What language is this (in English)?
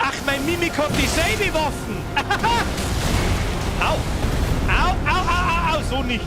Bavarian